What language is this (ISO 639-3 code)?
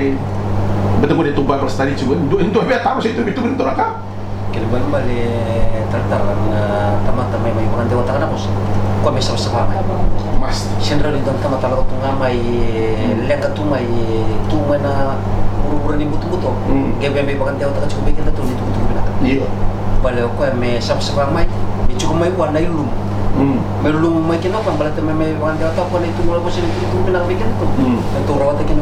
fij